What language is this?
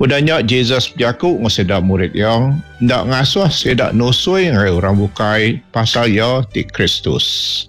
Iban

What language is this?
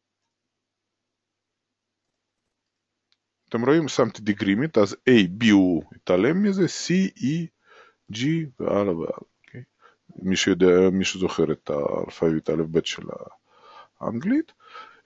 Hebrew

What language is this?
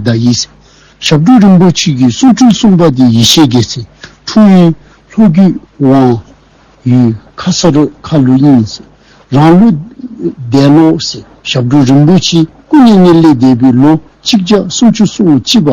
Dzongkha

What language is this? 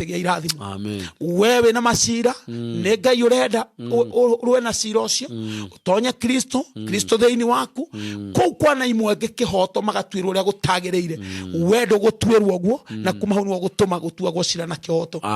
Kikuyu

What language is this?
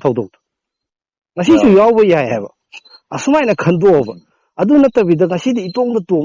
Manipuri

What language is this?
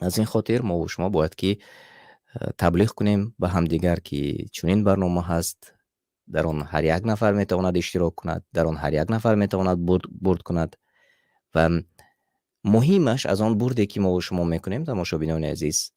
Tajik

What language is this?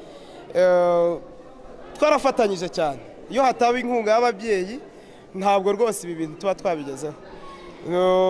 Kinyarwanda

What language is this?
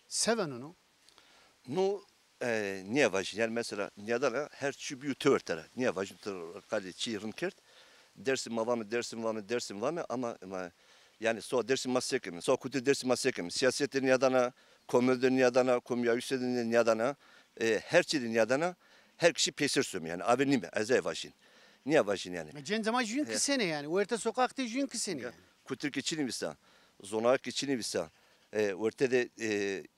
Zaza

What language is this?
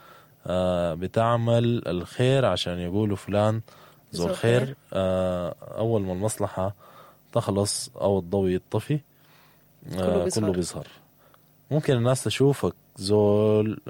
Sudanese Arabic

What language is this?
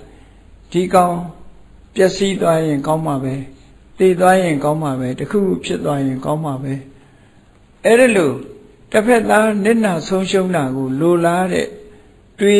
Burmese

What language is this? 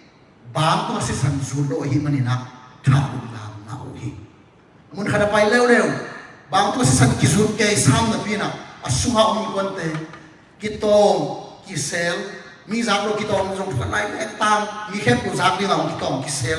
Tedim Chin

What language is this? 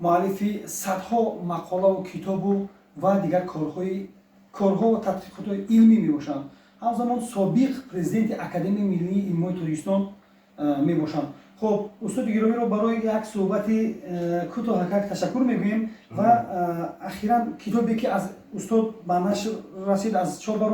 Tajik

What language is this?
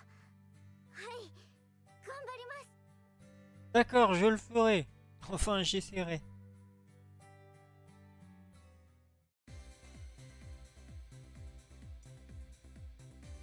French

